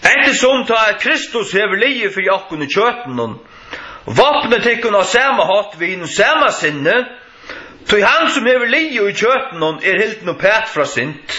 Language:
Faroese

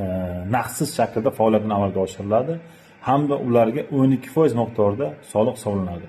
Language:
Uzbek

